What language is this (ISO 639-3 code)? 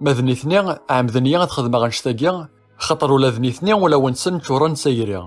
kab